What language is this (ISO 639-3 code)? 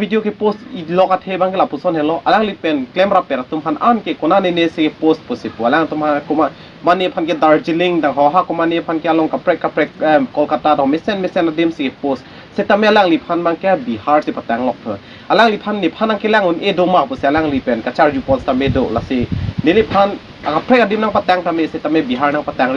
mjw